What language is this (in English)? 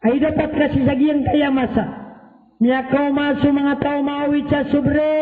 Maranao